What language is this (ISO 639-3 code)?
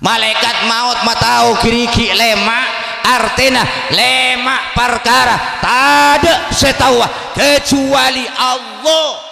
mad